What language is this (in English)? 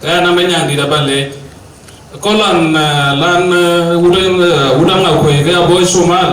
Dinka